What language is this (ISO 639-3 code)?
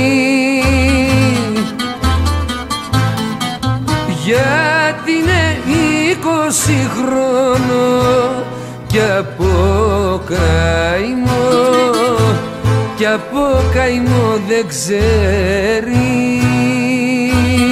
ell